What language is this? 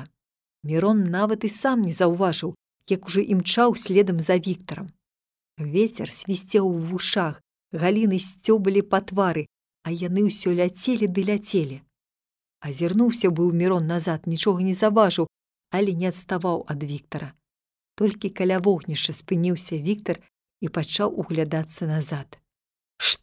Belarusian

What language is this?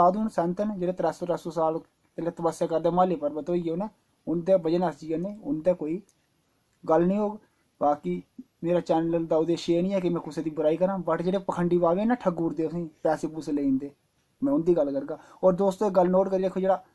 Dogri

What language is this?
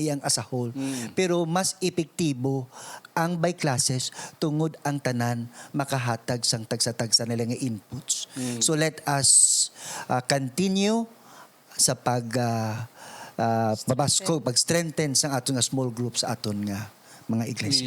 Hiligaynon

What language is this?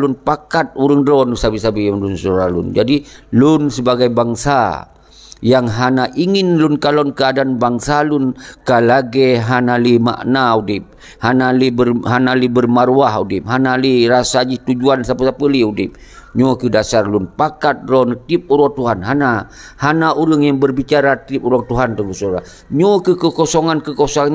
Achinese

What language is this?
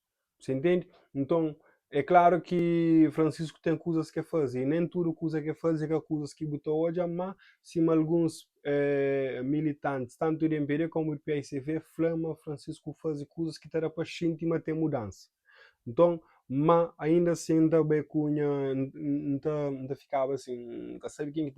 Kabuverdianu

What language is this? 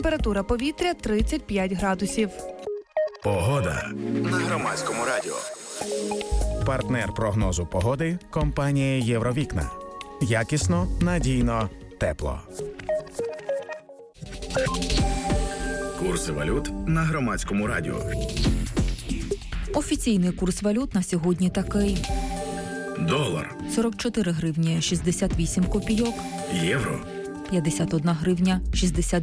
Ukrainian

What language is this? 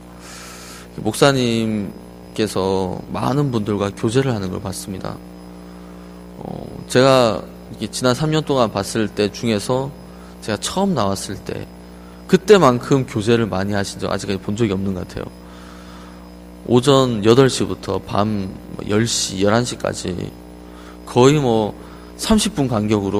Korean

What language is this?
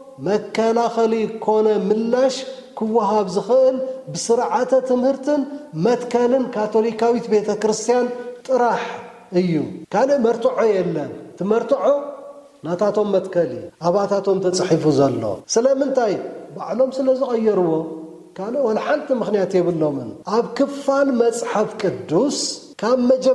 Tigrinya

